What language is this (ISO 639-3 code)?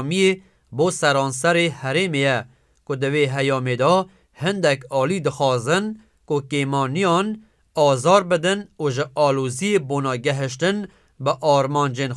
kur